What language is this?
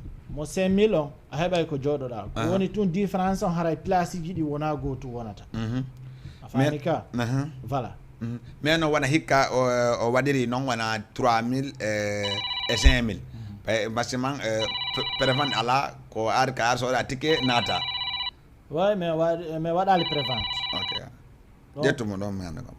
Fula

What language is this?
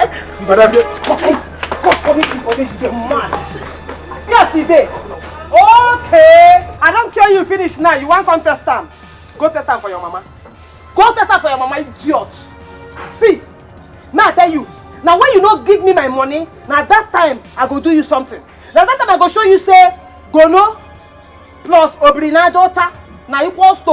Nigerian Pidgin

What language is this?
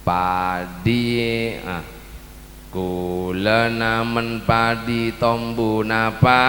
Madurese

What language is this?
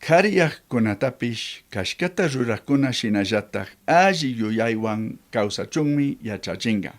Chimborazo Highland Quichua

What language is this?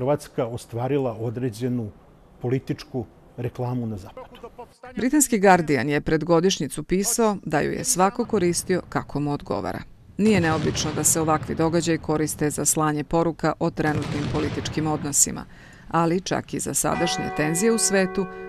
Serbian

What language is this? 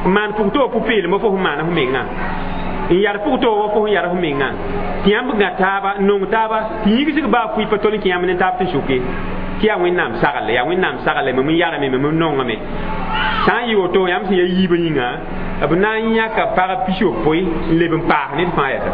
Mossi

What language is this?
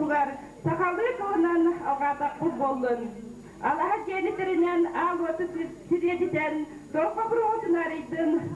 Yakut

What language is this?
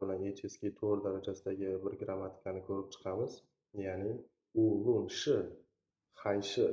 Uzbek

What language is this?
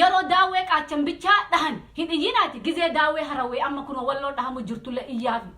Oromo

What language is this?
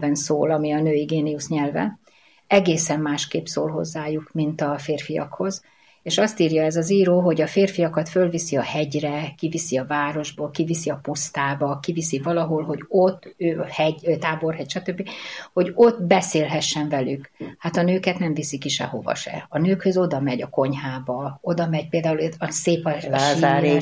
Hungarian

